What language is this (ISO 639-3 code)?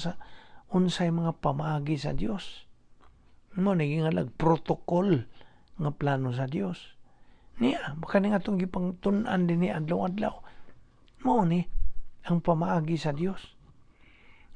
ceb